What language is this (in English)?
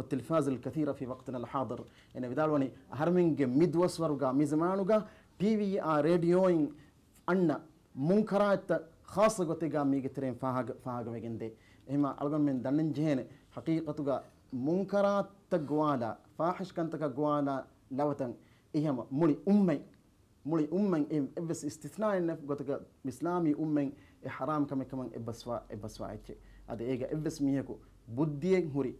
Divehi